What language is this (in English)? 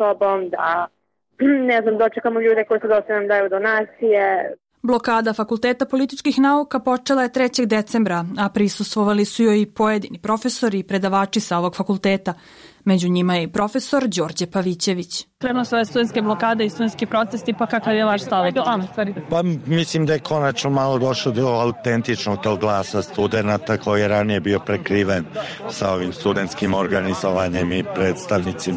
Serbian